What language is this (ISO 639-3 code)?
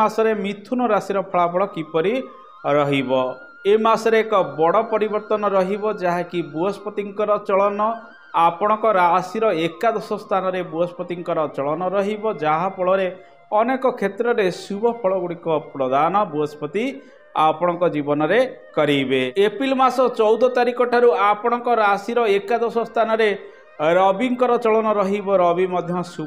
ori